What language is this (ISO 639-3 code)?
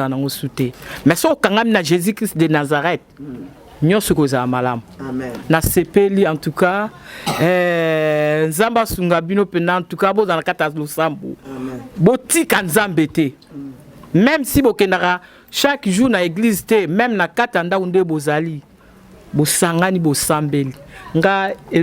lin